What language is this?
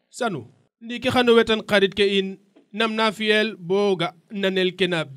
Serer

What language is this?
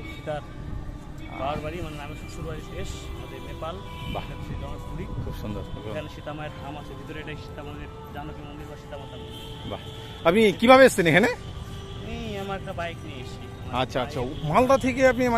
Bangla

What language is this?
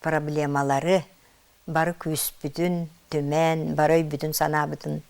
Yakut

